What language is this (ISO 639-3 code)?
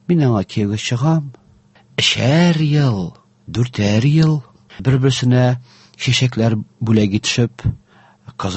tat